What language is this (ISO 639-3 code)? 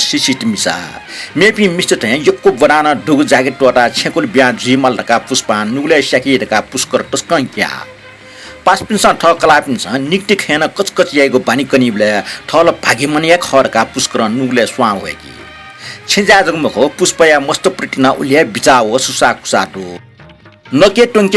new